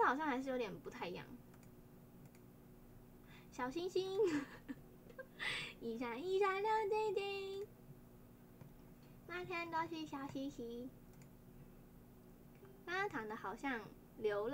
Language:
Chinese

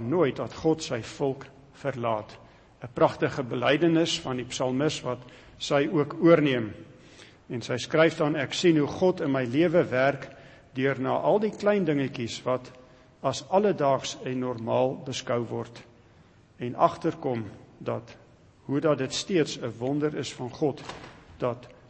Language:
Afrikaans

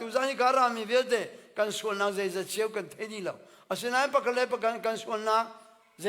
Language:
Hakha Chin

